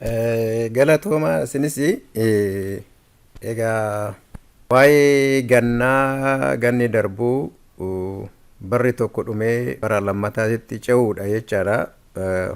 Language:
Oromo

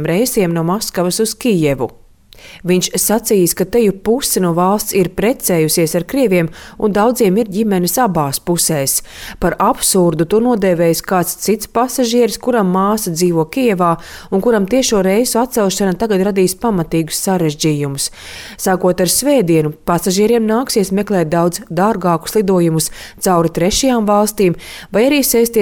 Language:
Latvian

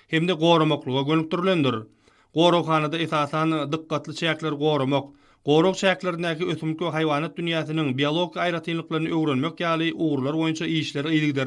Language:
Turkmen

